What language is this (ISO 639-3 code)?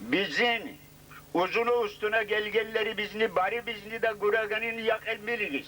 kum